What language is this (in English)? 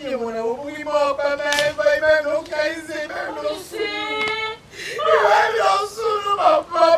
Bini